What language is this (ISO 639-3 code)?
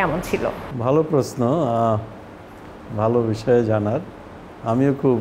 ben